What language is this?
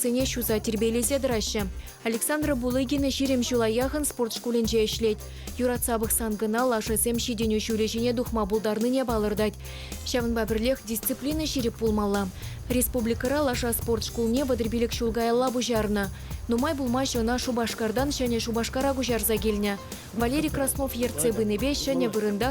Chuvash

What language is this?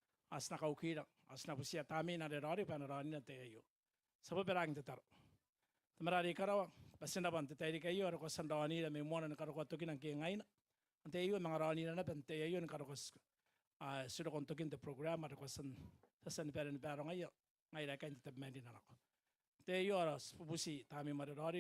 Gilbertese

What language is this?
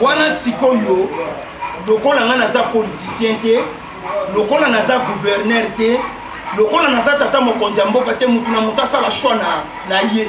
Lingala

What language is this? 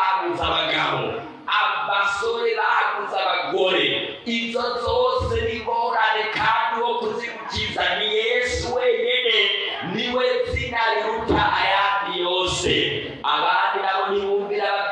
Rundi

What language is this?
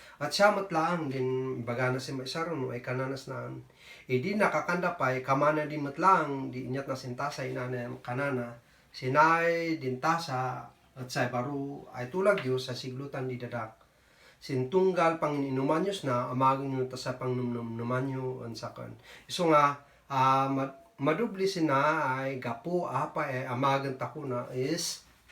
Kankanaey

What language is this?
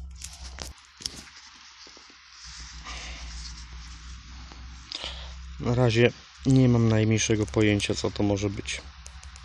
Polish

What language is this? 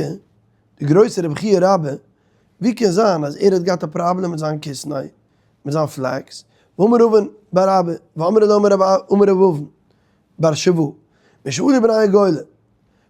Yiddish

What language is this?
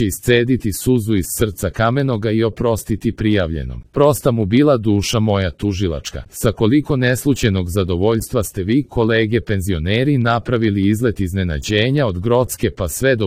Serbian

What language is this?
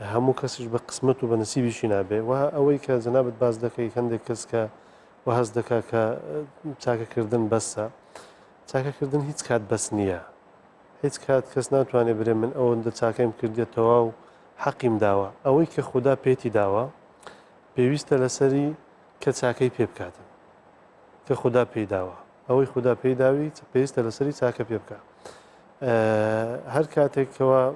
Central Kurdish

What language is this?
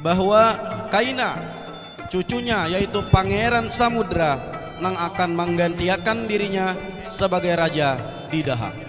Banjar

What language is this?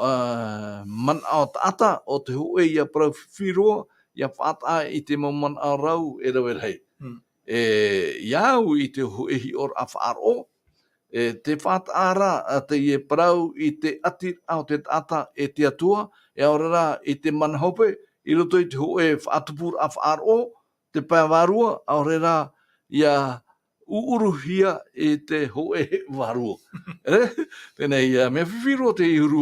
Tahitian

